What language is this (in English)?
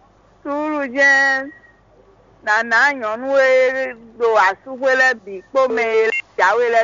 Fon